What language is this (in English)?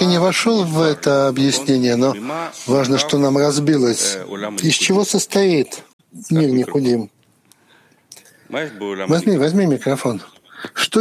Russian